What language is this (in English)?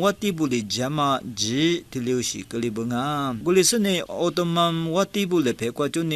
Lisu